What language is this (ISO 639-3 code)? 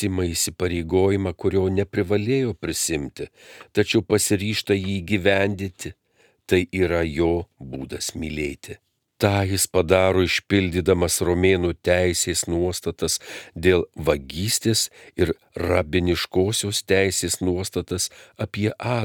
lit